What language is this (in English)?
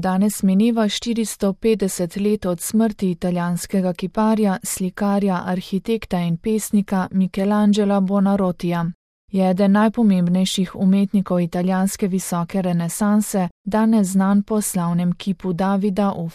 Slovenian